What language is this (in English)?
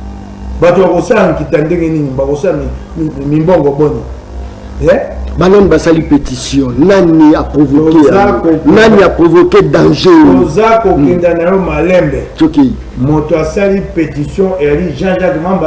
Lingala